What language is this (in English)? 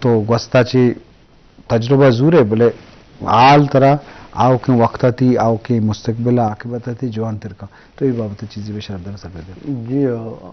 Eastern Balochi